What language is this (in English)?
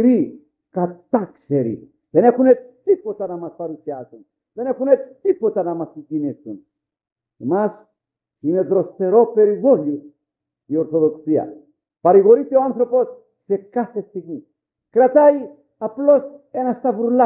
Greek